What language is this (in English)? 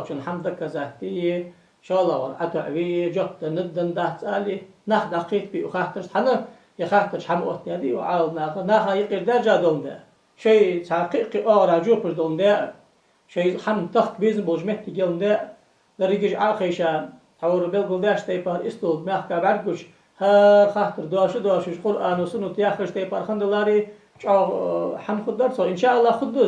Ingush